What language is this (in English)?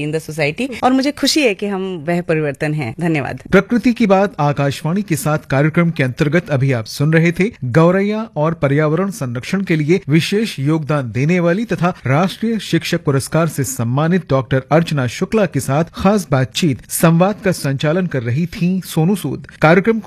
Hindi